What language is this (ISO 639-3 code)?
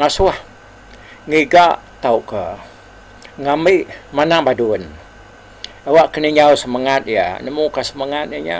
iba